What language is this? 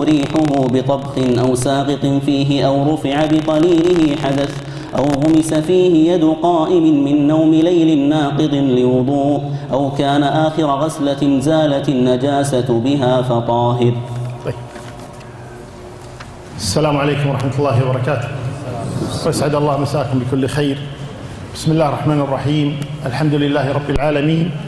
Arabic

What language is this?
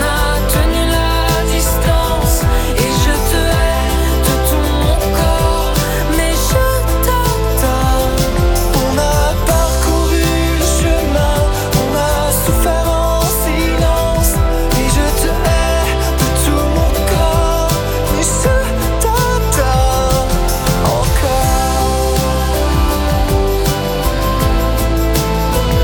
French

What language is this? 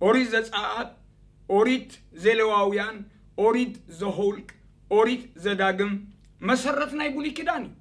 Tigrinya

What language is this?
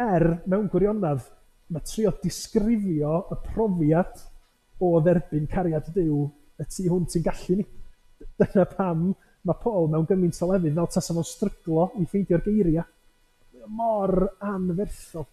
Welsh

